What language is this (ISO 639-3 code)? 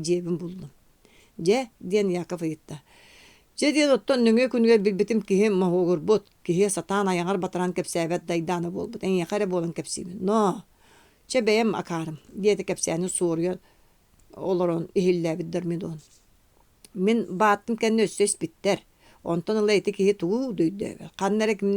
sah